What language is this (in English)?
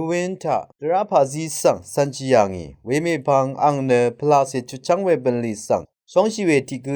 Rawang